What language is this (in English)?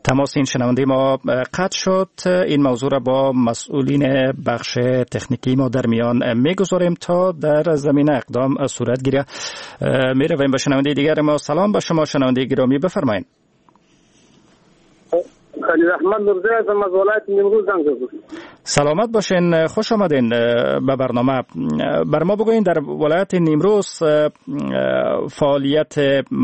Persian